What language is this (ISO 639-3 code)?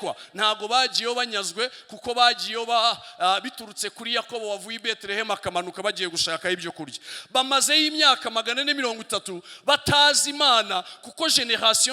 kin